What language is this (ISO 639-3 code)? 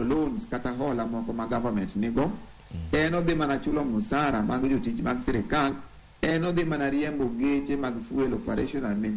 luo